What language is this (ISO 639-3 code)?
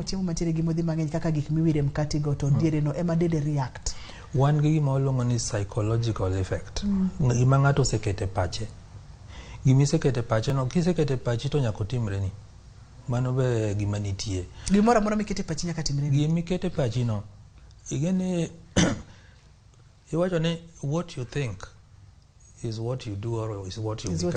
luo